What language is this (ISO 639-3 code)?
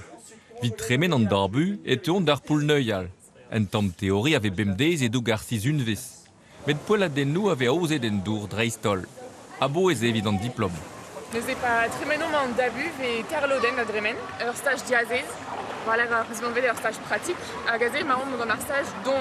bre